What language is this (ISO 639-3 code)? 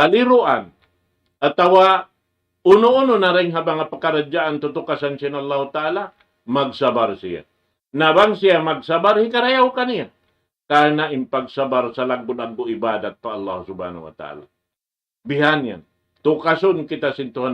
tsg